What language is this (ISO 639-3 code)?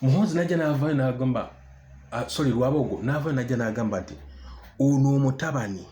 lug